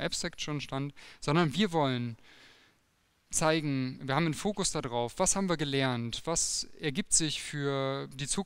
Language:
German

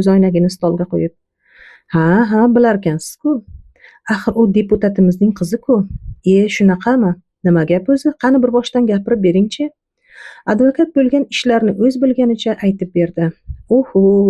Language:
Uzbek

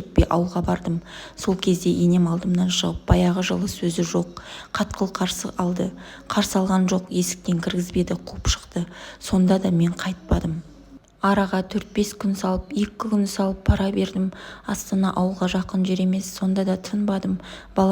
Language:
Kazakh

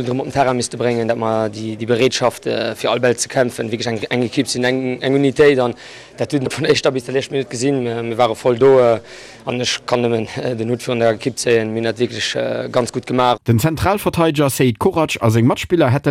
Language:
Luxembourgish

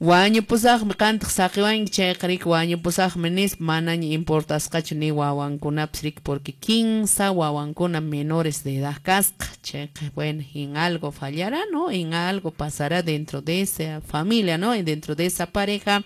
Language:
Quechua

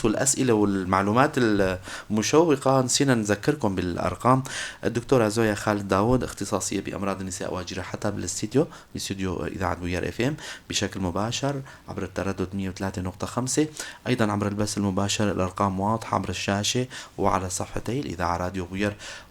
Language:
North Levantine Arabic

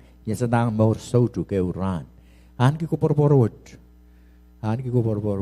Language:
Pohnpeian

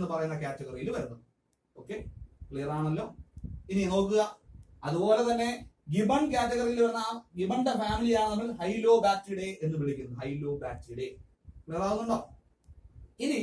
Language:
Malayalam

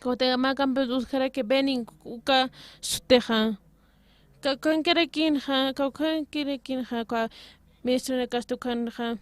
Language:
Aymara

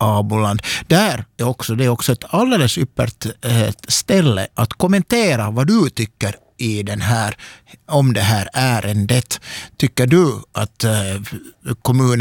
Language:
Swedish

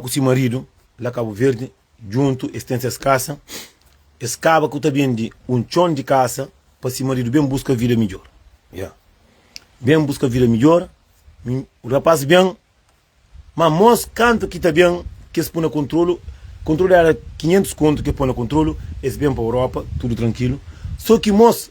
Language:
Kabuverdianu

